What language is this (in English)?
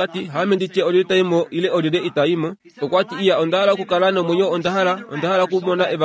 Kuanyama